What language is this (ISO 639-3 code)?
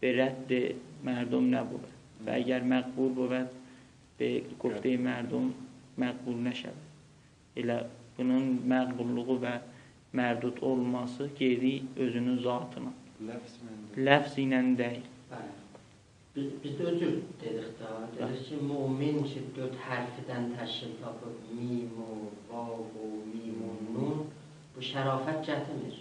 azb